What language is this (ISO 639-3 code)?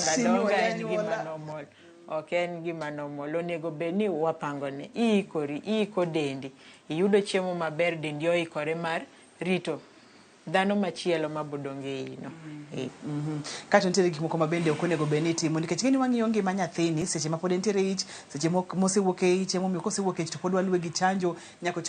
luo